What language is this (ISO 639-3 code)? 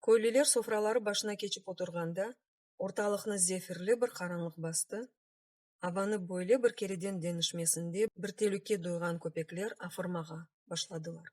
crh